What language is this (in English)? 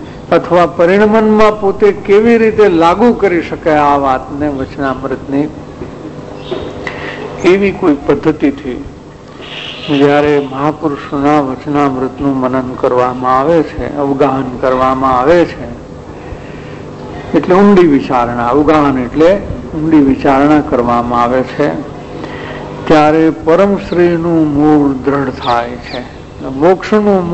Gujarati